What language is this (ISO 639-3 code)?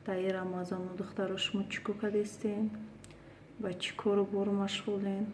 tgk